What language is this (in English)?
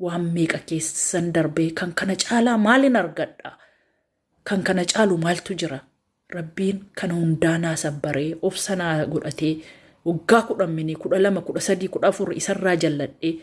Oromo